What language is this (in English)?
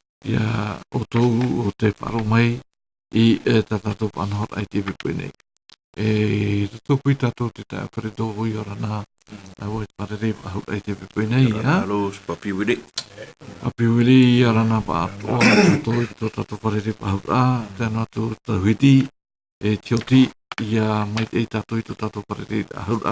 Tahitian